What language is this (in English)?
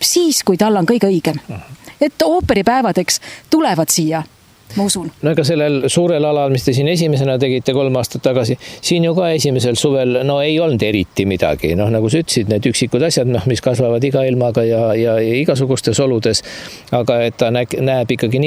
Estonian